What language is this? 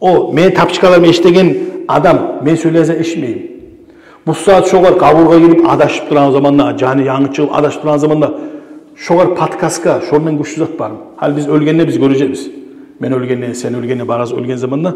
Kumyk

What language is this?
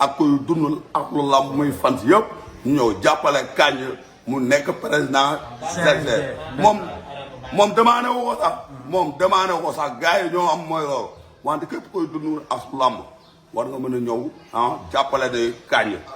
Wolof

